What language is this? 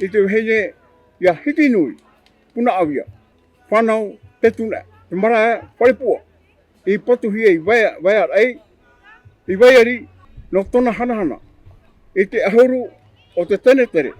Tahitian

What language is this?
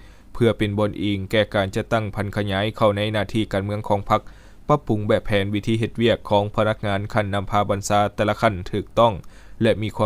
Lao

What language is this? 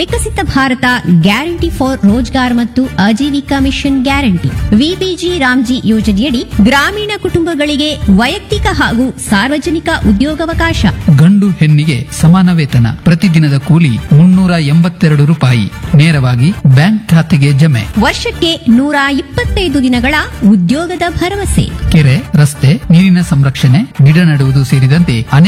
Kannada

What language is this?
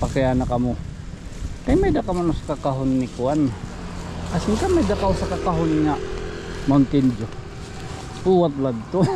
Waray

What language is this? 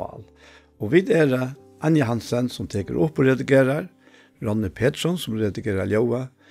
Faroese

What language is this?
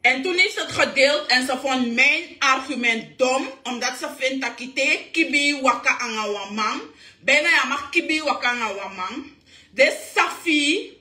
Sranan Tongo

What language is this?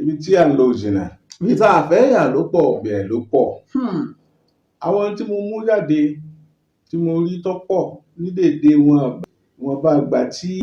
Yoruba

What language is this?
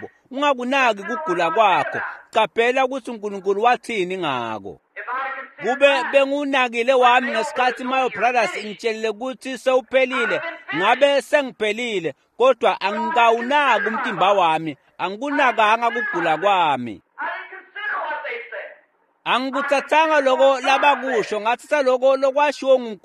Swati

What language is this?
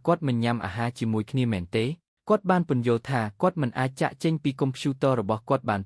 Khmer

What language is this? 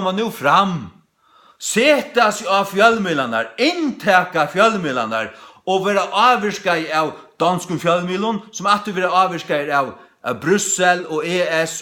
Faroese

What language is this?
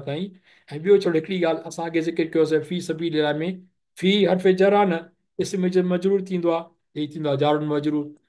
Sindhi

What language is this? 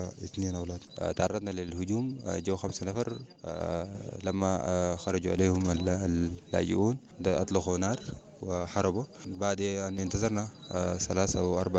Sudanese Arabic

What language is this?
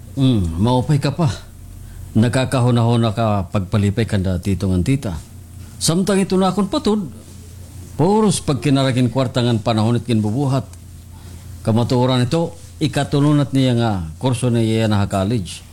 Waray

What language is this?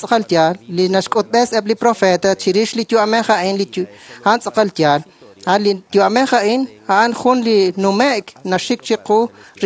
Kekchí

